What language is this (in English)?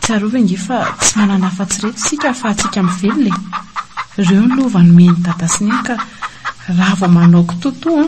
Malagasy